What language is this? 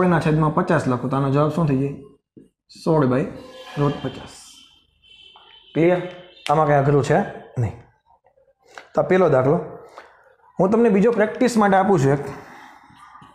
Gujarati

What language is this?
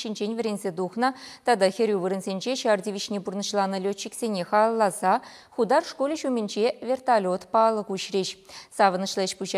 Chuvash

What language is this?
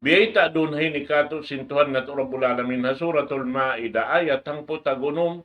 Tausug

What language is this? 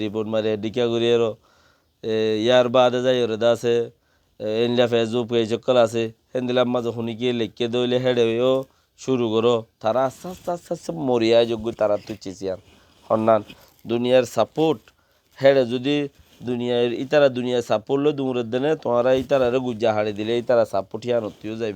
Rohingya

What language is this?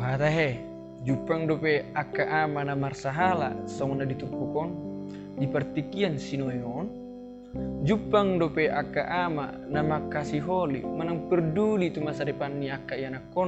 Batak Toba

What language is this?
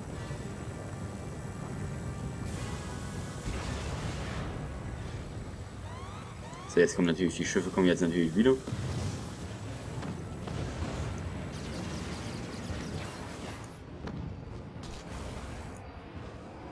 German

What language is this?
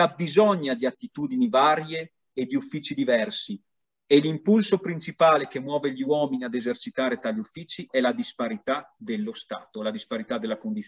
Italian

